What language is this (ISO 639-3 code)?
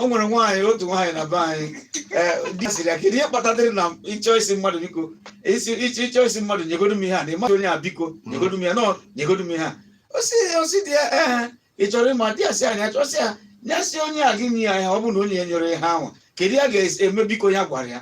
ibo